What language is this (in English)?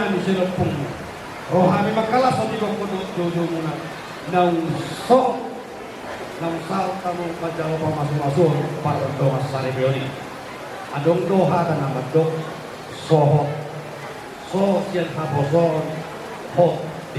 Batak Toba